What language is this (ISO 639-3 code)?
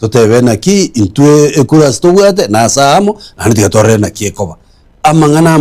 guz